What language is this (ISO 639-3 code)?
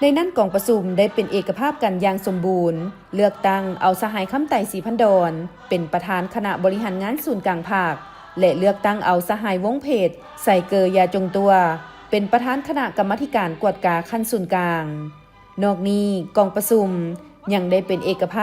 lao